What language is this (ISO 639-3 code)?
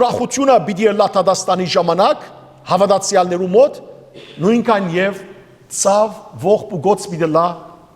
hyw